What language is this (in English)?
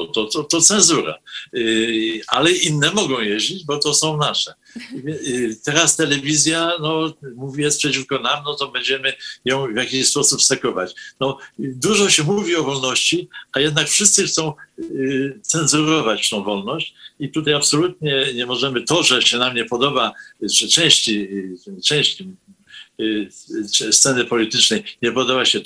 Polish